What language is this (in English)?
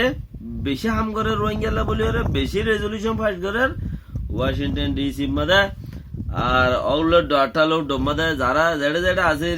Rohingya